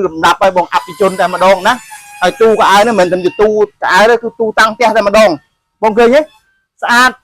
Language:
Khmer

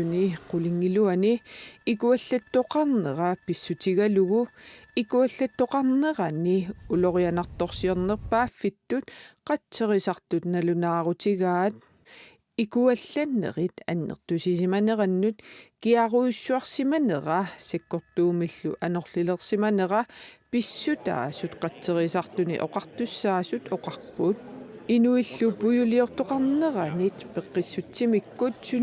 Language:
Kalaallisut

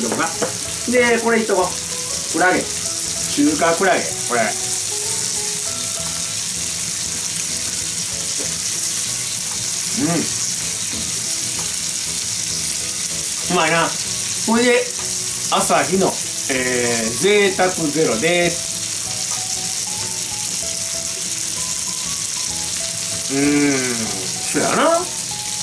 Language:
Japanese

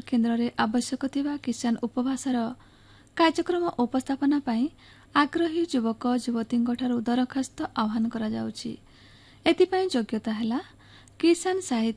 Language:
Odia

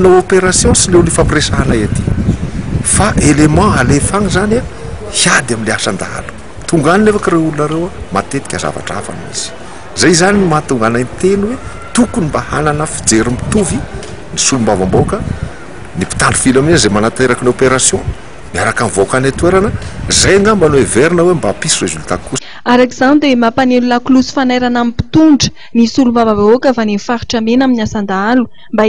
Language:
Malagasy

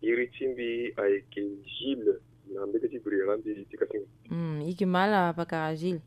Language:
Sango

